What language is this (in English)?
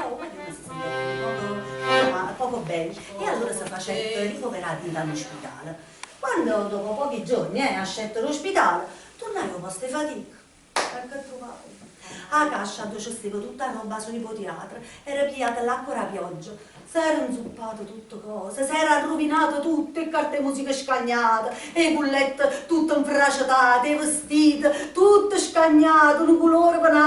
Neapolitan